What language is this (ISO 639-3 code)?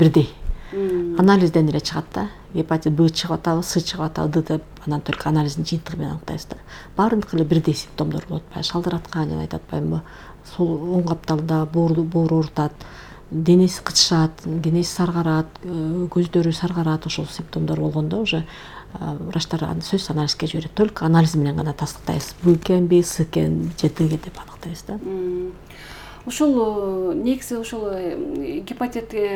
kir